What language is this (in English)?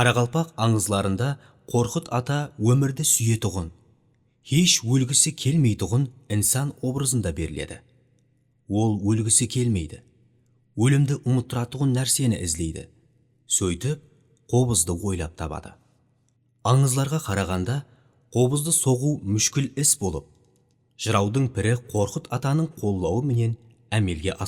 Kara-Kalpak